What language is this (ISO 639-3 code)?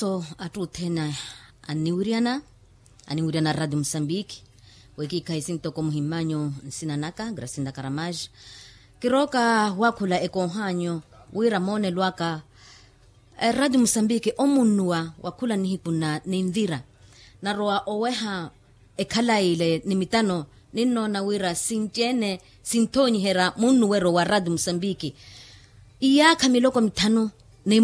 vmw